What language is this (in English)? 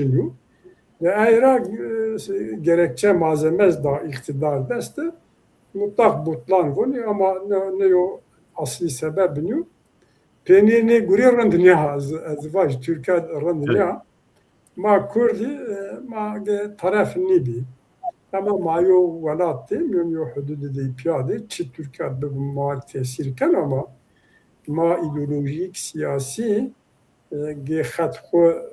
Zaza